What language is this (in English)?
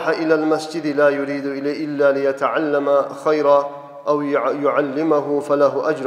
Kumyk